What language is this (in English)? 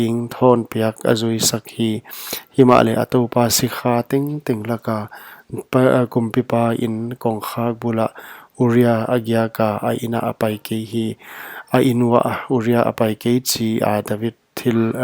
Paite Chin